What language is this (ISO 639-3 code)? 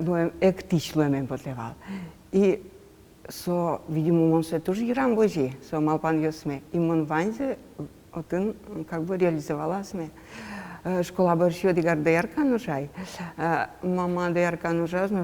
udm